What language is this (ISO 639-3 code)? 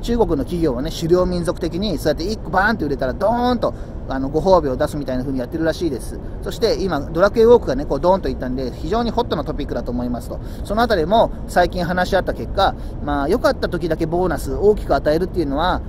jpn